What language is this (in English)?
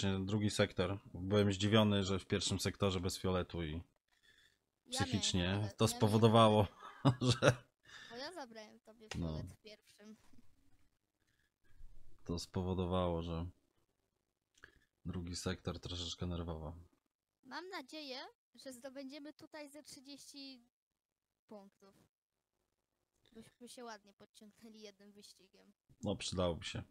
Polish